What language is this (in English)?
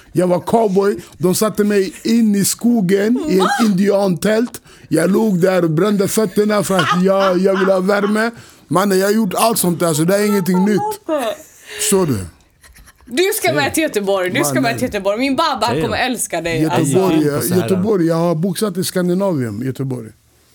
Swedish